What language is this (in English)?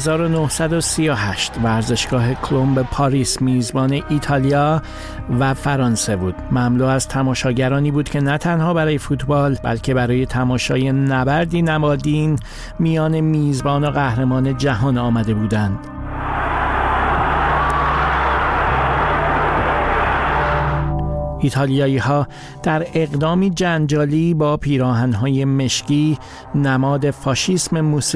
Persian